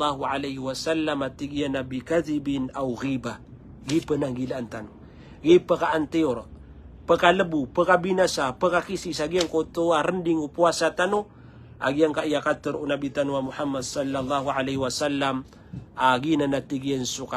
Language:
Maranao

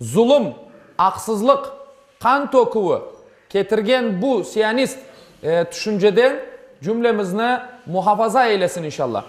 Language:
Crimean Tatar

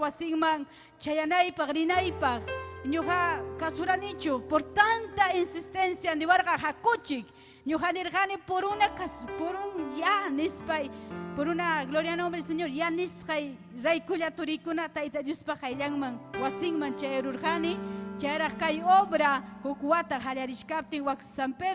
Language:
Ayacucho Quechua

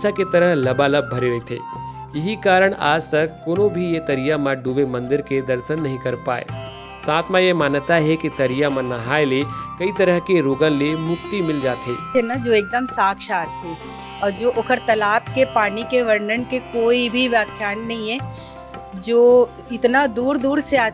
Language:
Chhattisgarhi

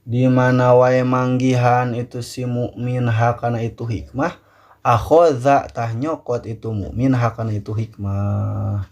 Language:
Sundanese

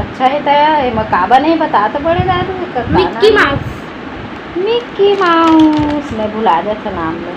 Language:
Chhattisgarhi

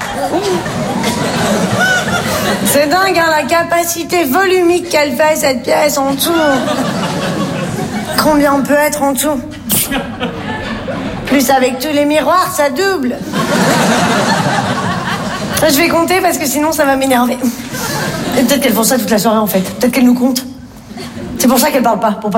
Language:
French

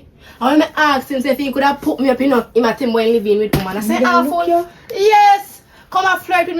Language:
Jamaican Creole English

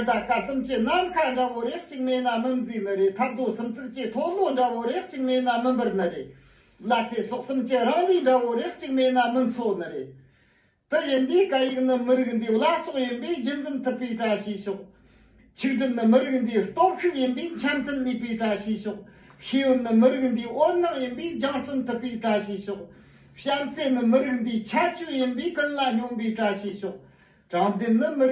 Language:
Tibetan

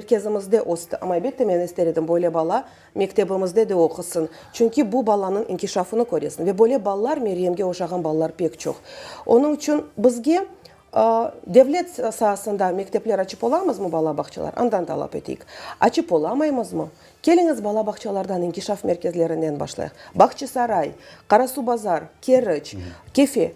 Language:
Crimean Tatar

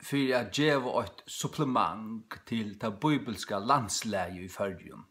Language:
Faroese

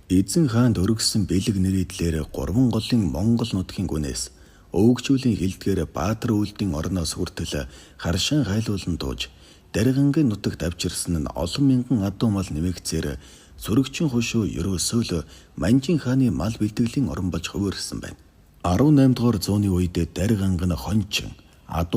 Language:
Mongolian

